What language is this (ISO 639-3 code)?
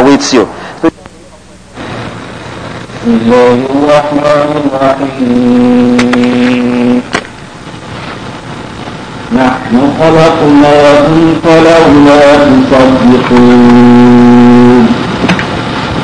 eng